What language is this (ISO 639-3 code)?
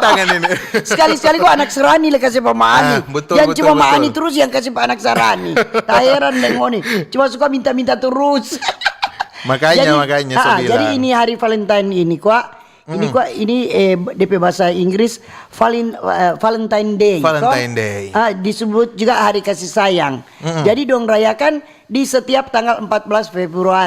xmm